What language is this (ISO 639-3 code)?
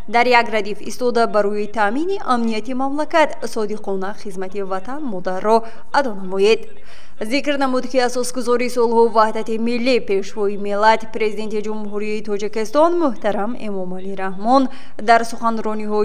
tgk